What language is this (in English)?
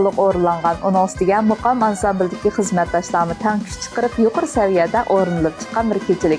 Uyghur